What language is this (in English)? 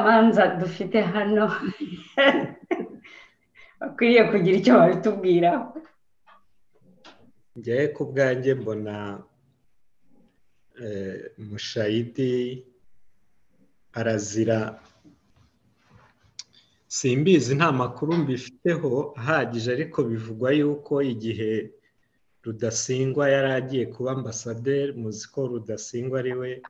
Kinyarwanda